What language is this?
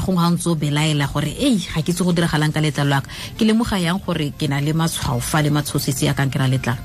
Tswana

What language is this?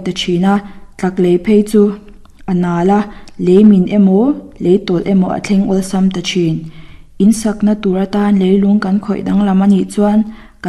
Mizo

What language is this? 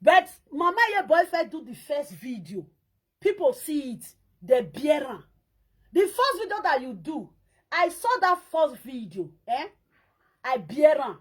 Nigerian Pidgin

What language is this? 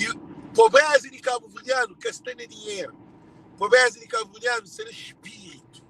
Kabuverdianu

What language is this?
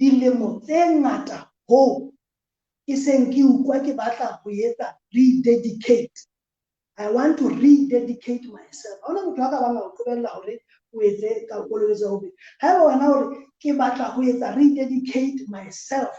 Southern Sotho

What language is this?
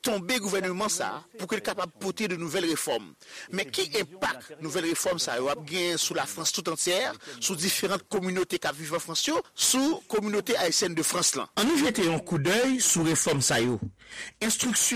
Haitian Creole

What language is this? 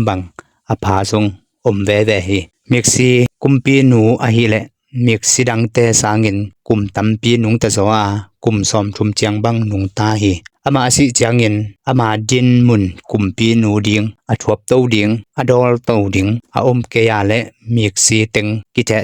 Tedim Chin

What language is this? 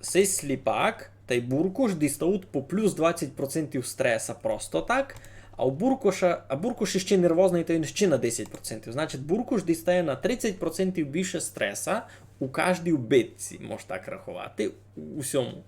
Rusyn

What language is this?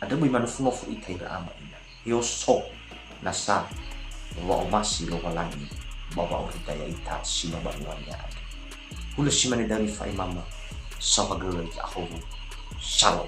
Nias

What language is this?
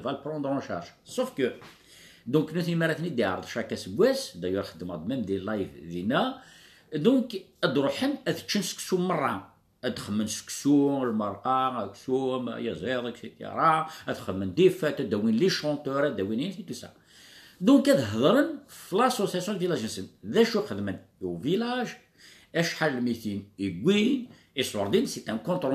Kabyle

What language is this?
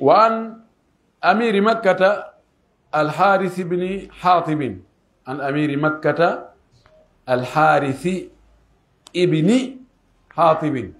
Pular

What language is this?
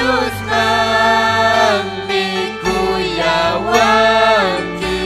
Ayacucho Quechua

